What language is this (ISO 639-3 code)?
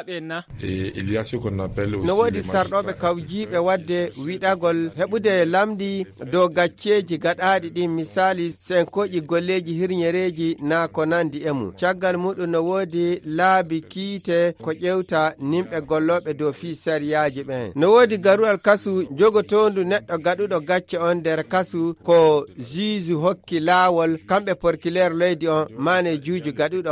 fuv